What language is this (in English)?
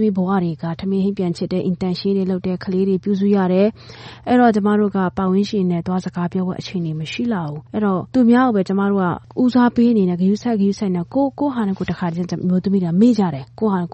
Burmese